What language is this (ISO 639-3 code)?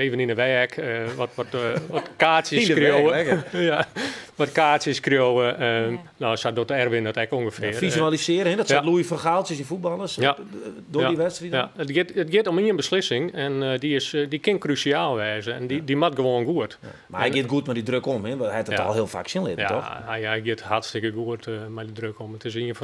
fry